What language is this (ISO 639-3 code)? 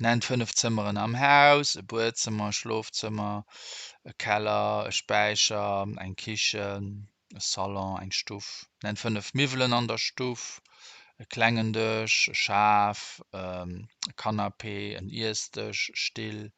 ltz